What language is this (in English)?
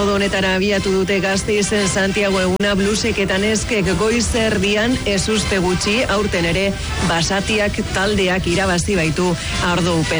Basque